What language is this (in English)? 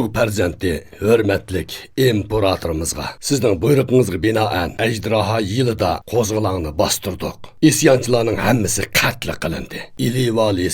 Uyghur